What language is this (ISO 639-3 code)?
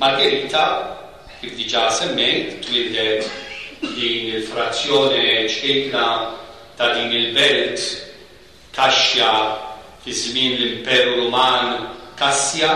mlt